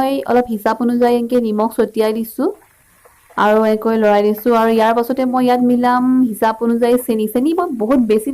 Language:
Assamese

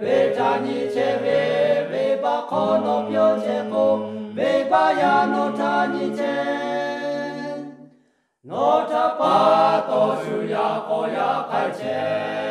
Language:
Lahu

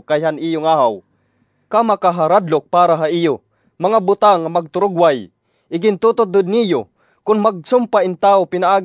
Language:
Waray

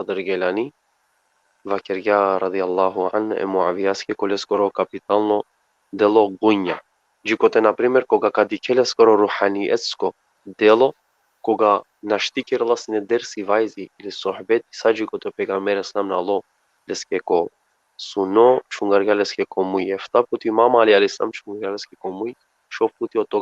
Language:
Balkan Romani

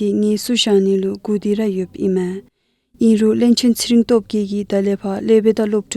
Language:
Dzongkha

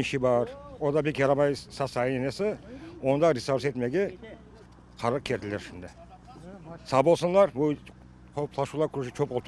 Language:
Crimean Tatar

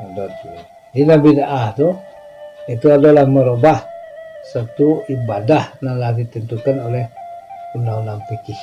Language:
Minangkabau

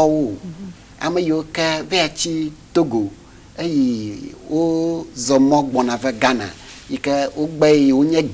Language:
Ewe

